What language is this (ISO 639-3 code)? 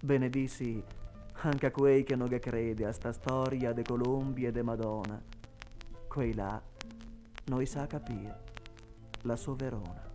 vec